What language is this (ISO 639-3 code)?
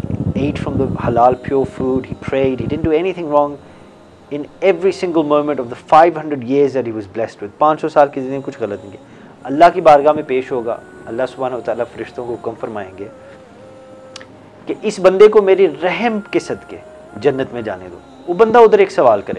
urd